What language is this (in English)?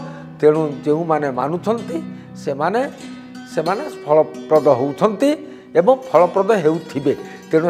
Odia